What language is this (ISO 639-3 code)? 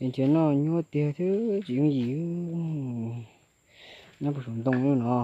hmn